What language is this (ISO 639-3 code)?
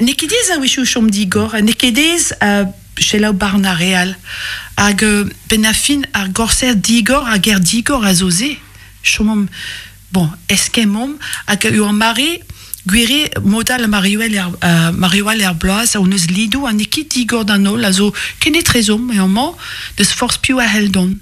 bre